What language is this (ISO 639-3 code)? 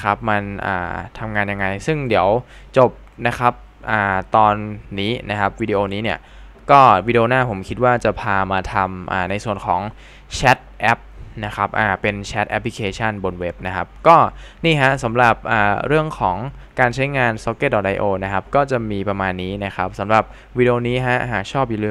tha